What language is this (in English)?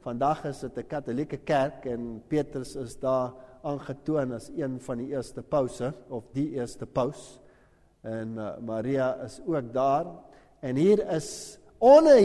Afrikaans